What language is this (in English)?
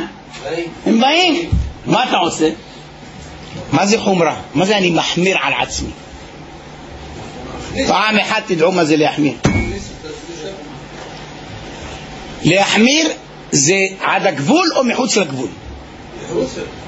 Hebrew